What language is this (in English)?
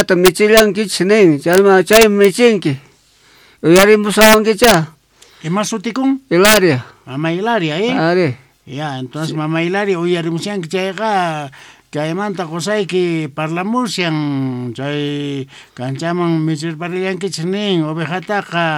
Quechua